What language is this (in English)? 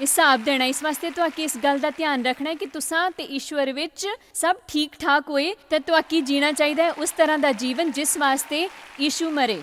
Dogri